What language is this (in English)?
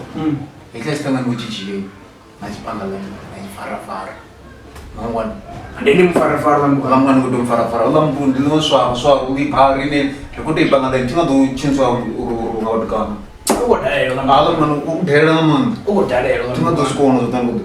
Venda